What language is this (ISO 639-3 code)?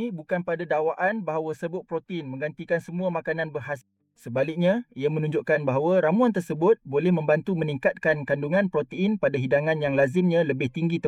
msa